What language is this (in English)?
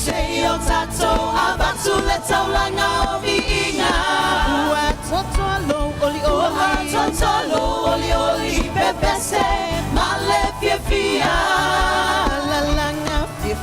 Samoan